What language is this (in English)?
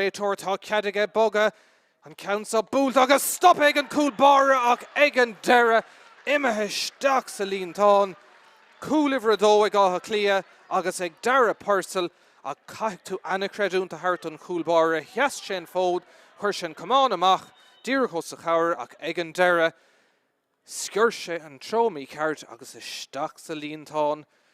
Irish